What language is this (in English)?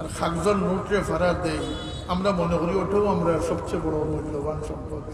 Sylheti